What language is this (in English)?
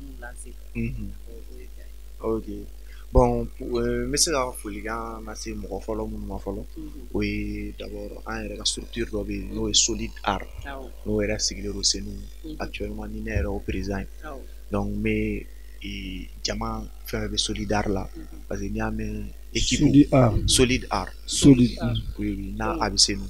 Bambara